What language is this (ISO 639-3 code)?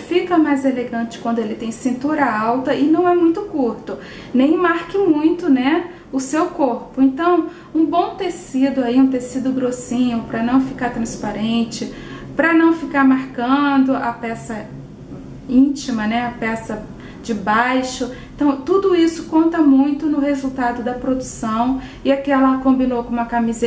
por